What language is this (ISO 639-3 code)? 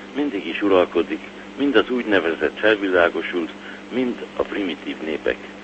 hun